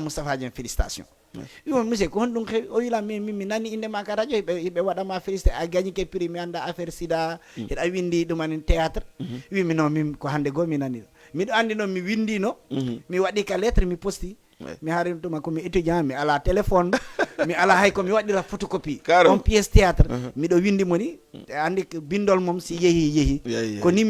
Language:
Fula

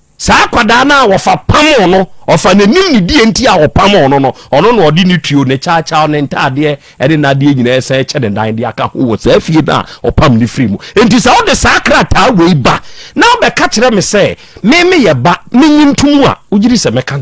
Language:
Akan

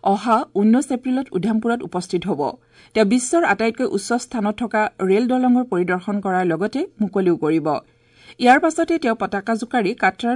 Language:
Assamese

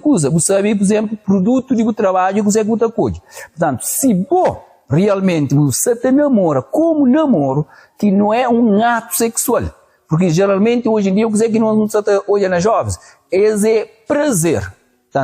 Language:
Kabuverdianu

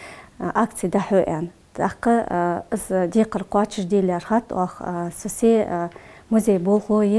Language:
Ingush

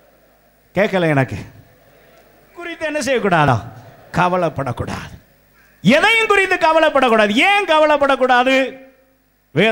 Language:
Tamil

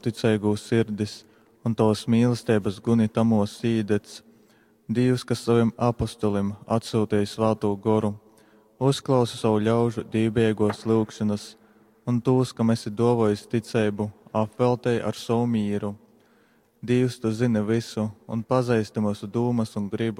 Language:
Latgalian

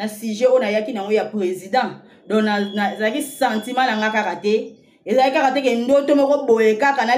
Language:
Lingala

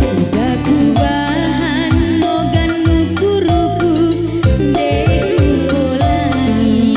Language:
Batak Karo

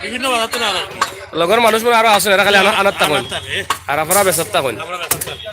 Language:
Sylheti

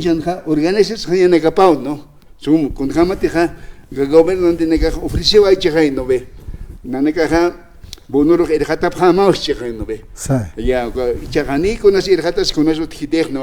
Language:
Aymara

